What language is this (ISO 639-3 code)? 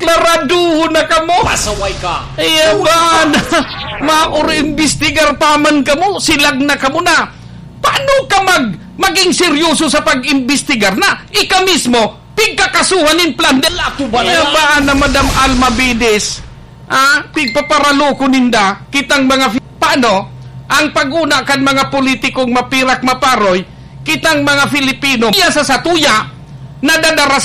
bik